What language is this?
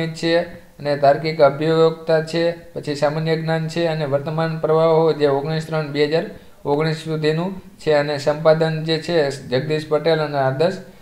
Gujarati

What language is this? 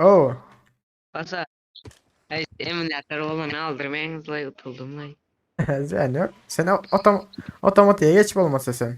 Turkmen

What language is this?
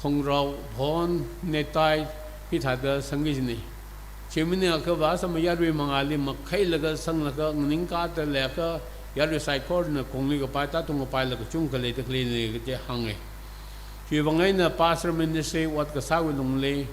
Tangkhul Naga (India)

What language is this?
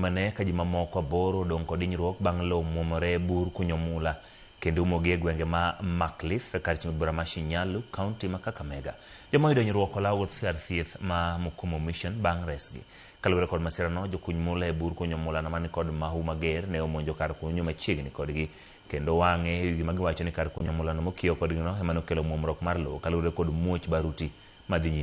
Luo (Kenya and Tanzania)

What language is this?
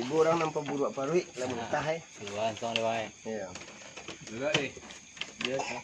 Minangkabau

